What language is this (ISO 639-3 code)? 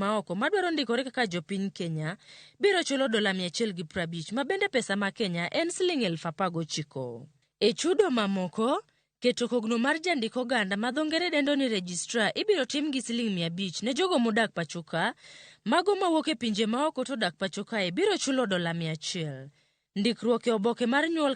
luo